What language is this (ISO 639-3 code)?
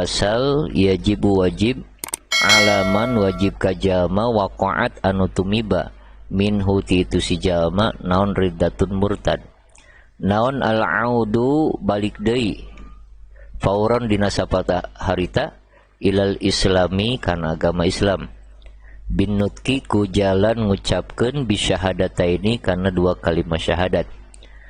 sun